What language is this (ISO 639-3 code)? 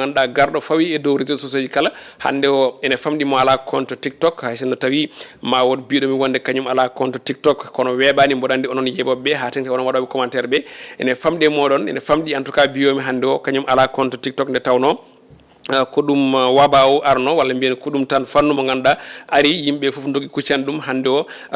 ful